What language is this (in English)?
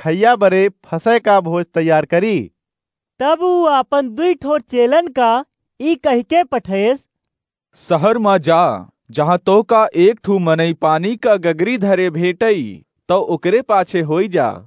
Awadhi